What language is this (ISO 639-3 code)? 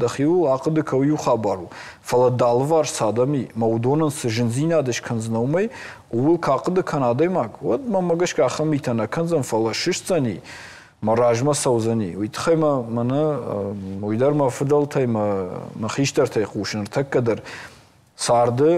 oss